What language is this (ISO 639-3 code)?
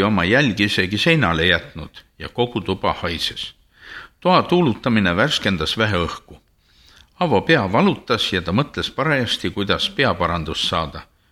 est